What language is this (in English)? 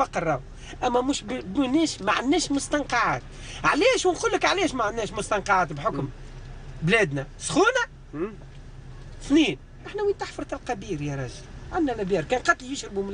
Tunisian Arabic